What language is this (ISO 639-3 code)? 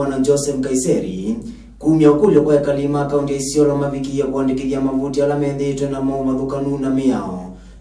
kam